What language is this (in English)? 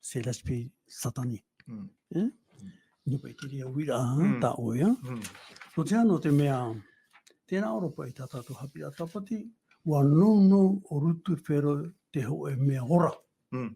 Tahitian